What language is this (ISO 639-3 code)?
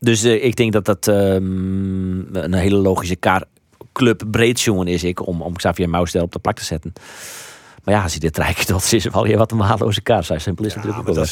fry